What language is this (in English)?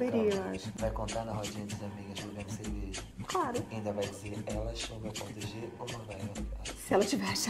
Portuguese